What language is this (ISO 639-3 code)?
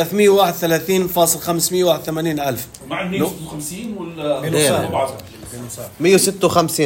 apc